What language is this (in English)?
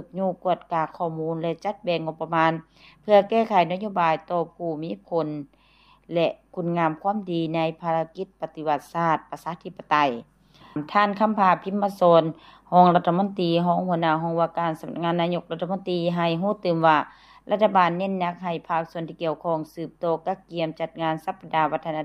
Lao